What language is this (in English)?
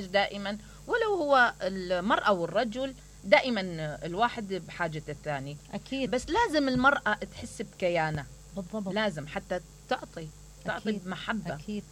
Mesopotamian Arabic